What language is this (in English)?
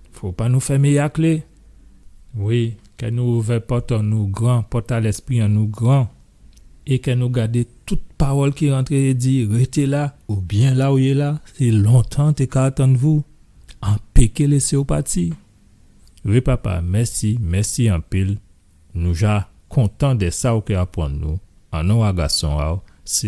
Guadeloupean Creole French